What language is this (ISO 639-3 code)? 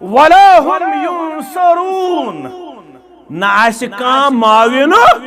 kas